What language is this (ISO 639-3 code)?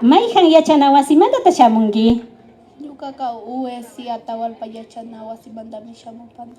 qvi